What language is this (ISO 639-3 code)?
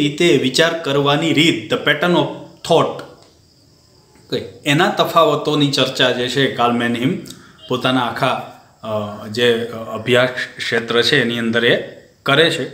guj